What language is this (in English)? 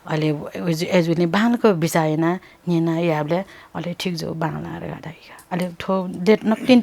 Newari